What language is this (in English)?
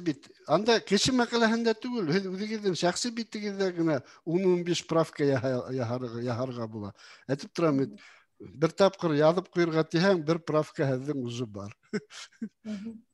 Bashkir